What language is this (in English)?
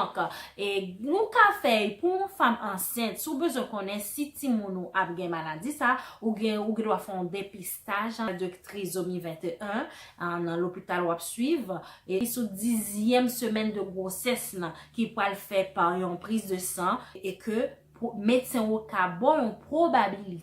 Haitian Creole